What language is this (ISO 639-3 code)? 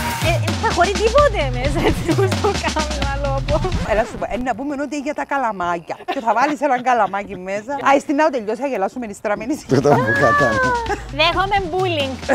ell